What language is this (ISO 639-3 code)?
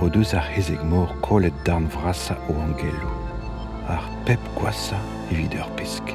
bre